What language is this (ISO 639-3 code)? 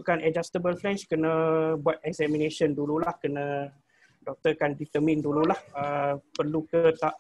msa